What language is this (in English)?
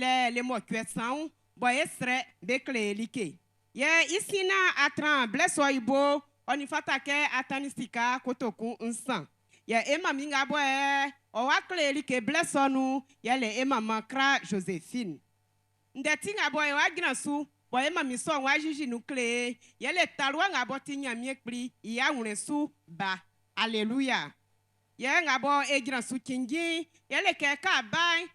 Baoulé